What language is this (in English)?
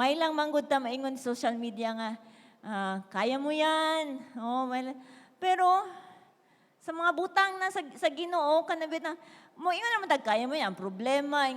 Cebuano